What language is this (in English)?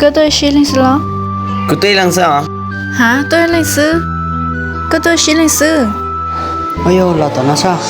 Hmong